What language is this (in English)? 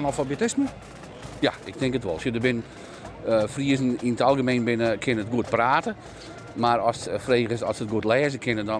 Western Frisian